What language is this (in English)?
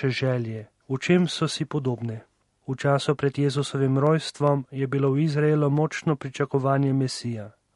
Slovenian